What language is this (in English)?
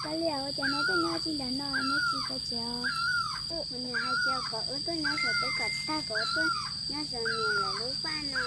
Hmong